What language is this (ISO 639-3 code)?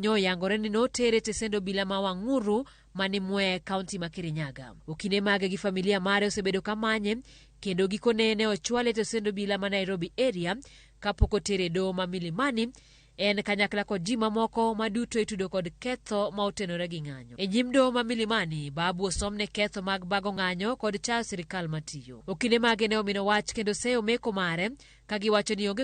luo